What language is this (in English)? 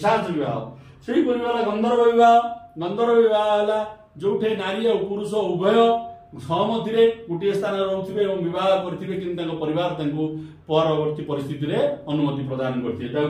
Odia